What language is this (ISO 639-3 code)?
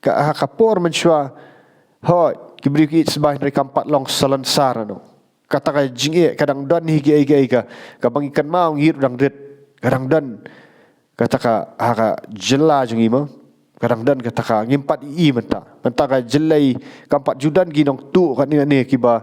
kha